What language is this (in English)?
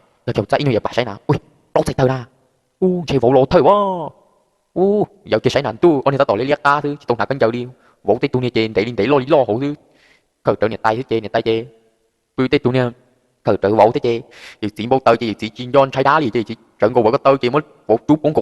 Hmong